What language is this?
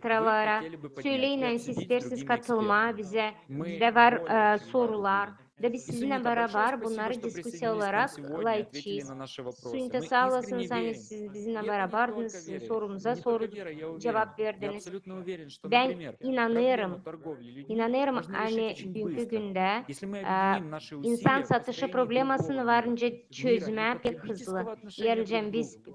Gagauz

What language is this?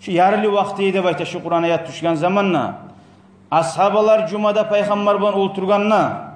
Kumyk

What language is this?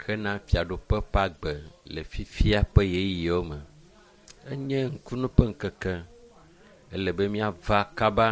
Ewe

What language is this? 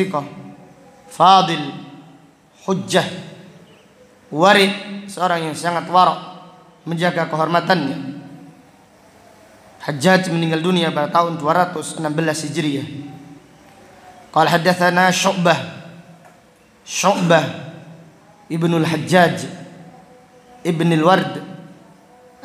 Indonesian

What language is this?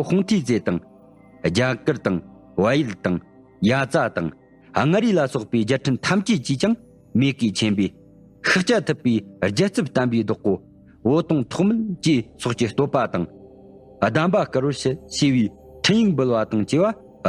Tibetan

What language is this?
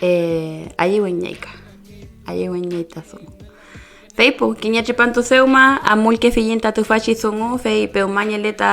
Mapuche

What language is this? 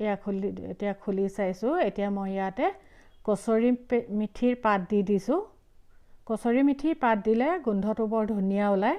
Assamese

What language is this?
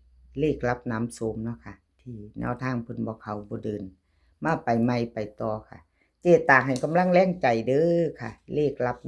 Lao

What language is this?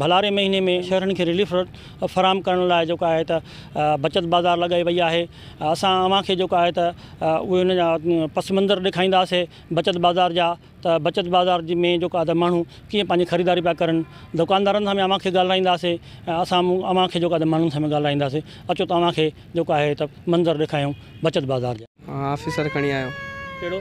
Sindhi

